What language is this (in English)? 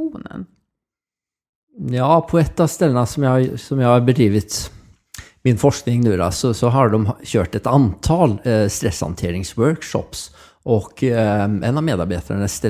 Swedish